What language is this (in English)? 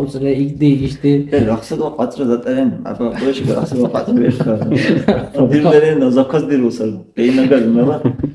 Dargwa